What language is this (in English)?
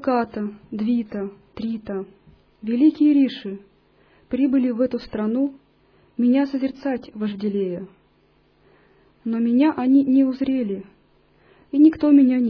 Russian